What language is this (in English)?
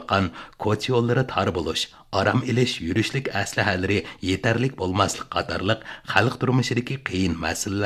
Uyghur